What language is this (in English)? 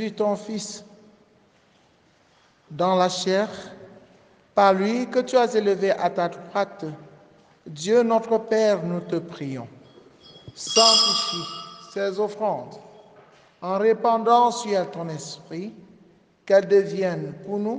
French